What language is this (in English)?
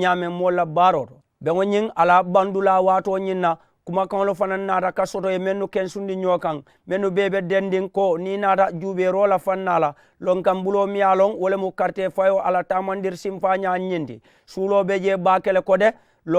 Mandingo